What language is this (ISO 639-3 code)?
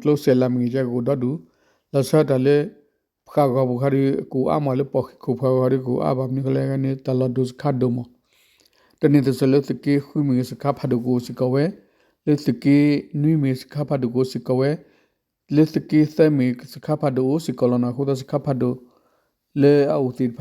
ksw